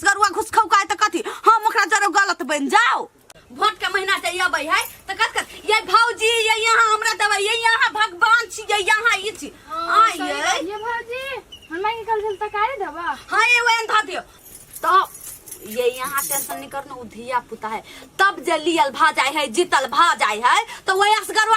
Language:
Maithili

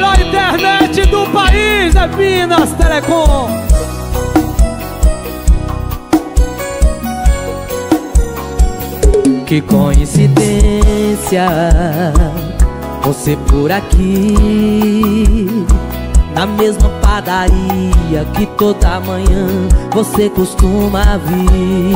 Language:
Portuguese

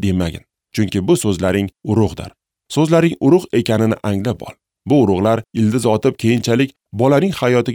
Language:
Uzbek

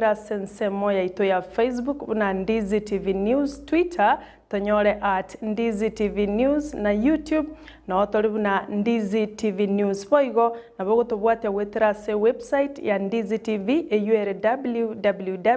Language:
Gusii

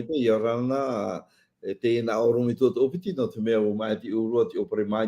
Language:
Tahitian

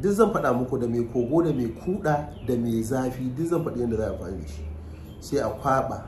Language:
Hausa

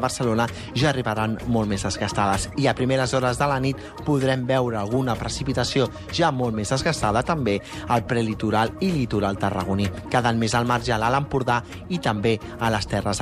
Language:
Catalan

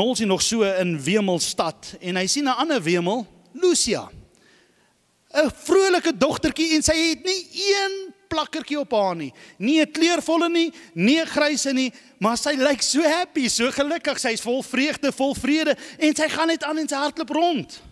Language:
Afrikaans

